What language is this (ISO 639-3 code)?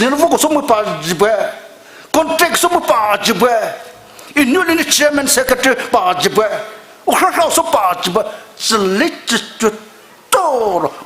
pmx